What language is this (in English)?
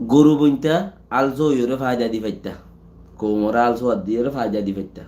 Rohingya